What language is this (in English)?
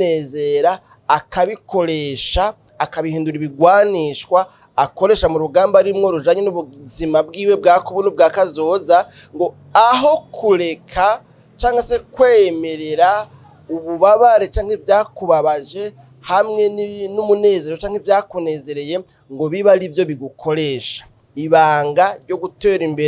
Rundi